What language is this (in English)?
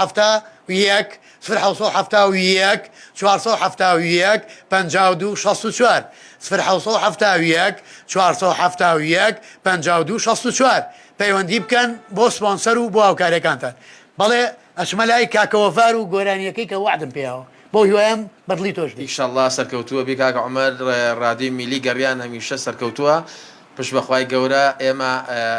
Central Kurdish